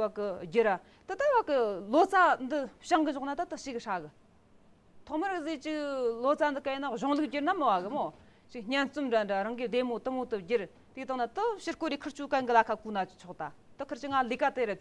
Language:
Tibetan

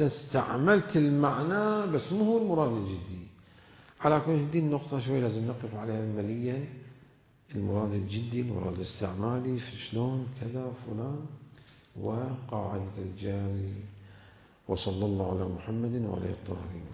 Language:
Mesopotamian Arabic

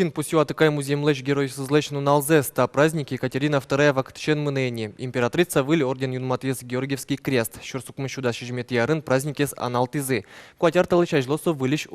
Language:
Udmurt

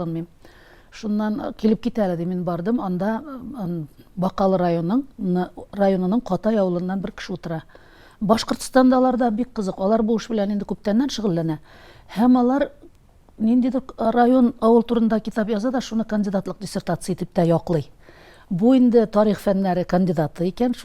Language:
Tatar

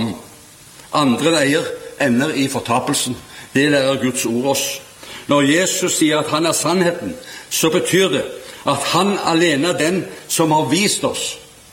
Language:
Norwegian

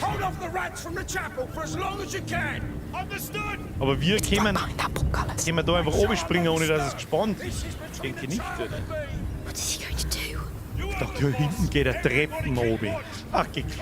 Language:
Bavarian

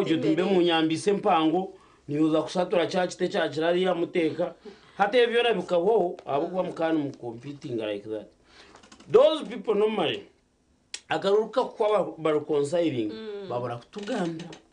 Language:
Nyankole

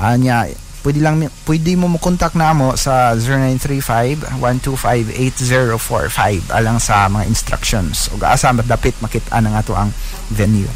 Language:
Cebuano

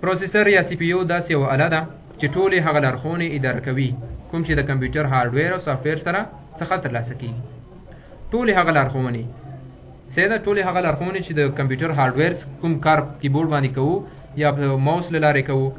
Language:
Pashto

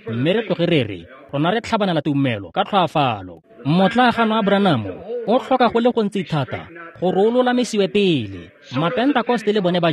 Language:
Tswana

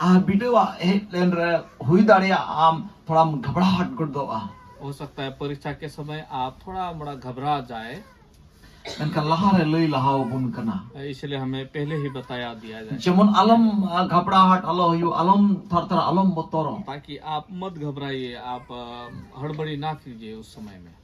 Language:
Santali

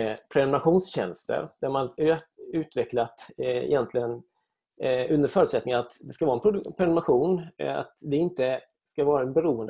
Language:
Swedish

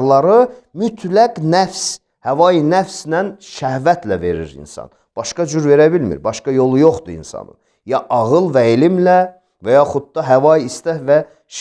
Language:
Azerbaijani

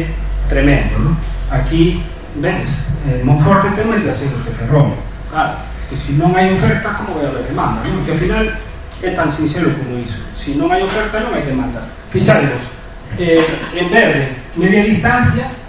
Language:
Galician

